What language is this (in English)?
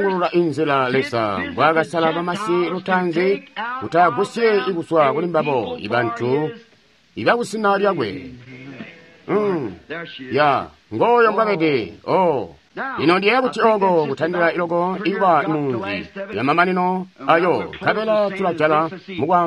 Tonga (Zambia)